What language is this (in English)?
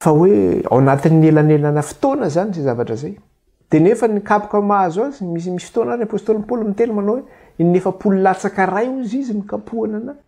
Malagasy